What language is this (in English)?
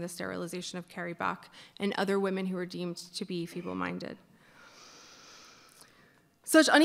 English